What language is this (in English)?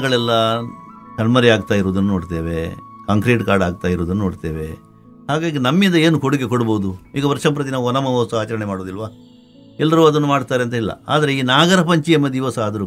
Kannada